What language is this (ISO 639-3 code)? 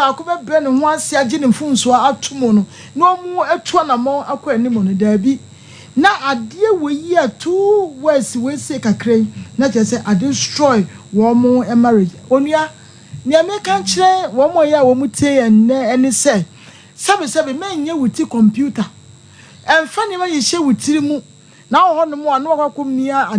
aka